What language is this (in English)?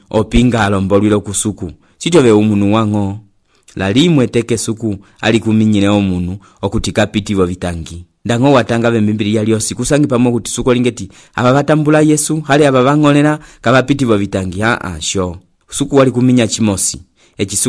Umbundu